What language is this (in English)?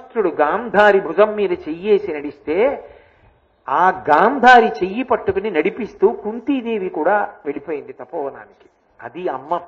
Telugu